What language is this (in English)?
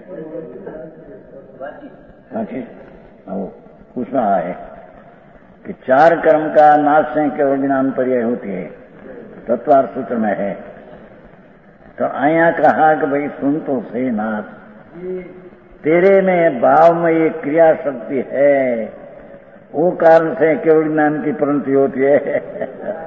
Hindi